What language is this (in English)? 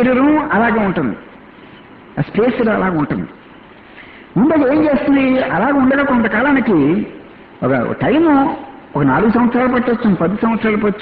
Telugu